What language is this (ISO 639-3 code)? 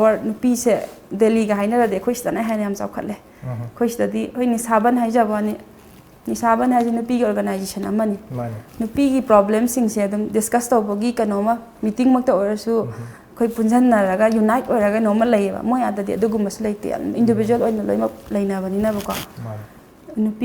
mni